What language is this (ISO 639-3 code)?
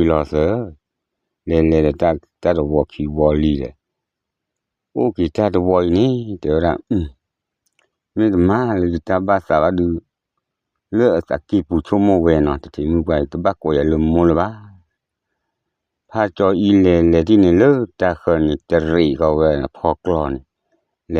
ksw